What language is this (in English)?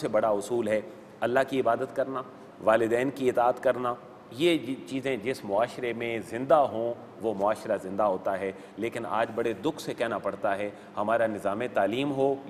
Urdu